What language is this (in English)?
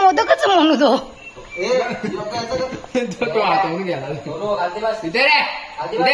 Marathi